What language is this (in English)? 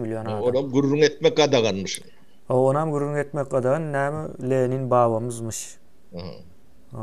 Turkmen